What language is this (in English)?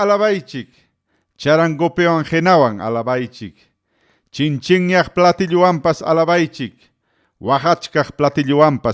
Ayacucho Quechua